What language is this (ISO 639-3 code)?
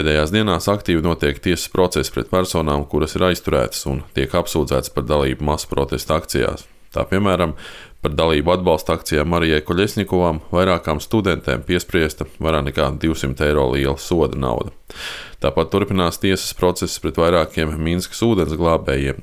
lav